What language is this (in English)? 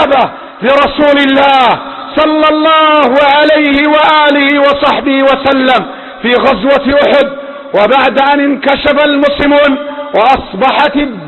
Arabic